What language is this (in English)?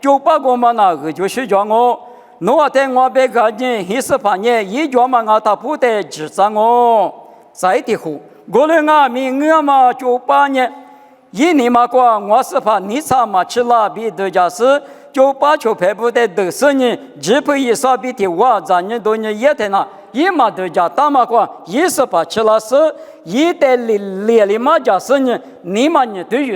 Lisu